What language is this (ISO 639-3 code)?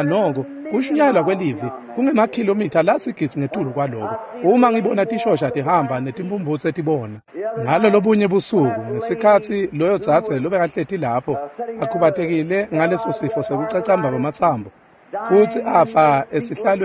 ssw